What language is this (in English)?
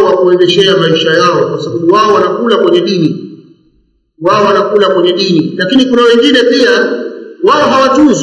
Swahili